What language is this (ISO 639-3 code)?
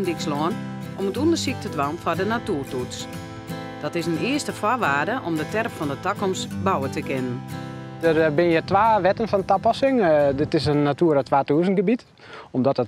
fry